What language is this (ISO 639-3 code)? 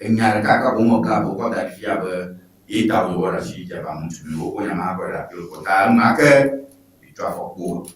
ewe